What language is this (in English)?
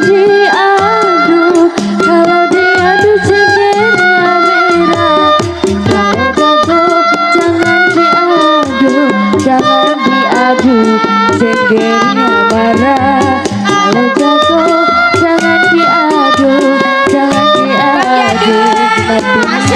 Betawi